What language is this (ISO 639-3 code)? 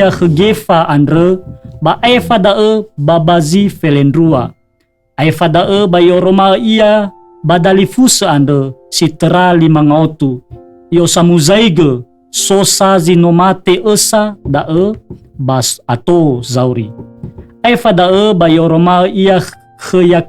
nia